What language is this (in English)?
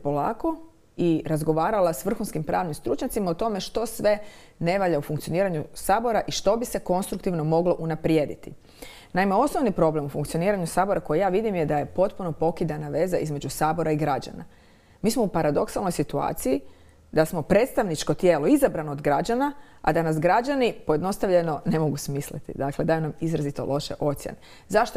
Croatian